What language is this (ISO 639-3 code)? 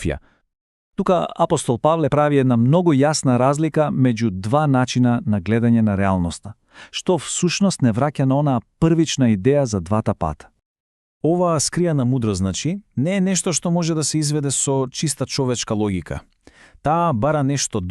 mkd